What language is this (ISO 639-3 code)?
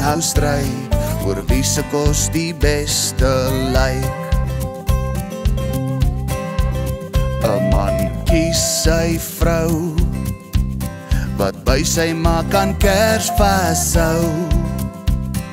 afr